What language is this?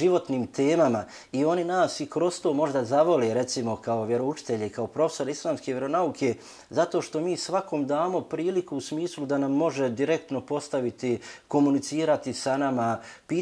Bosnian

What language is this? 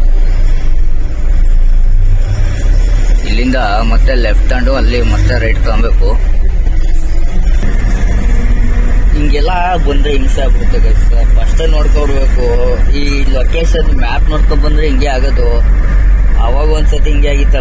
Kannada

